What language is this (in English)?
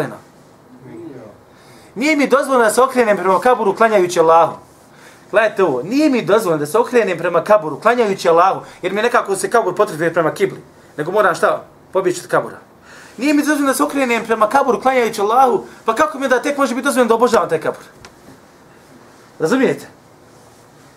Bosnian